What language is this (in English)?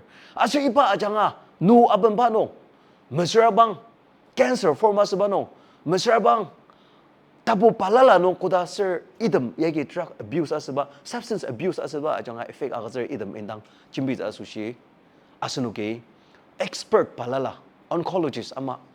Ao Naga